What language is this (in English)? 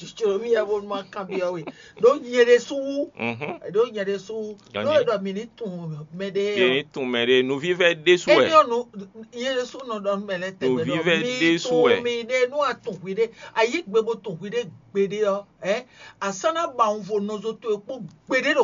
Fon